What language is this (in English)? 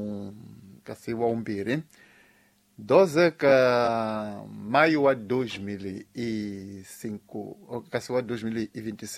Tsonga